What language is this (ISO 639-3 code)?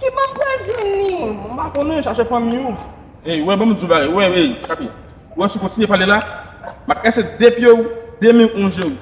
hat